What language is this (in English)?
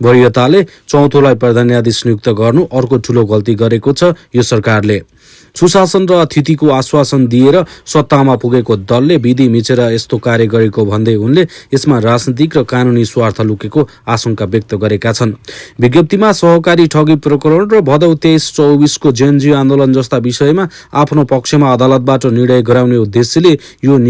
Nepali